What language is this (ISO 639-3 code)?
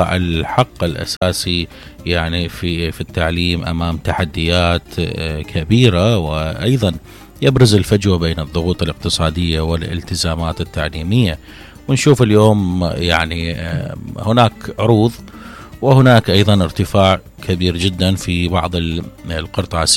acm